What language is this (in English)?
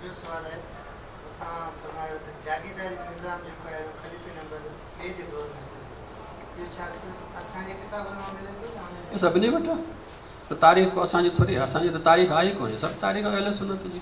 Sindhi